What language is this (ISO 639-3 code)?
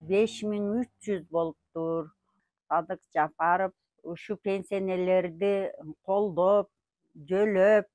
kir